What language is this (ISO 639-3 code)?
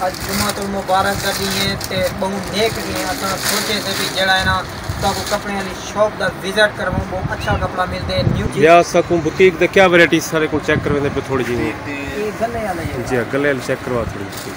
skr